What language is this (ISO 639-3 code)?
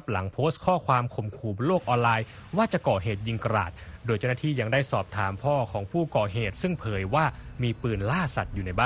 tha